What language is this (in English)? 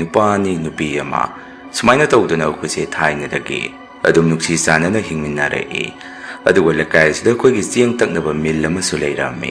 Manipuri